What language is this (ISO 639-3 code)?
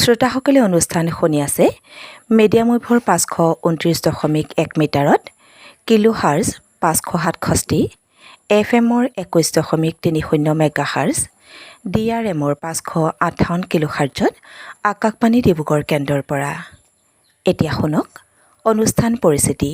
asm